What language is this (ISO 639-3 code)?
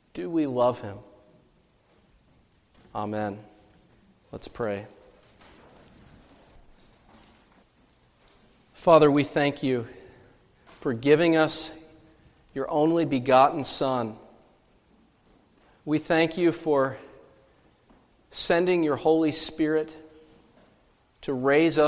eng